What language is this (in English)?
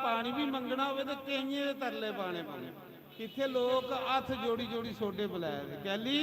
Dogri